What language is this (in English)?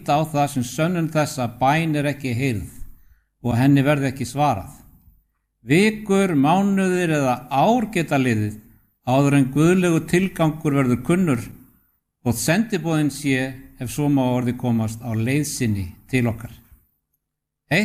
Icelandic